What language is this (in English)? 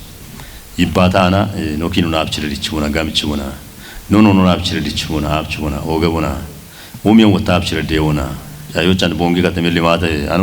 Kafa